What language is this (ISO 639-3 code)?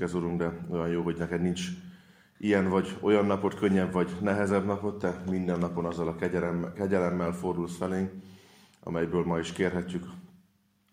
hun